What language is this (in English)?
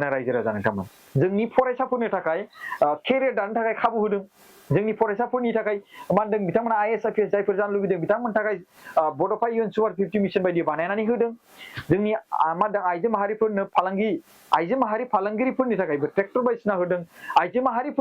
Bodo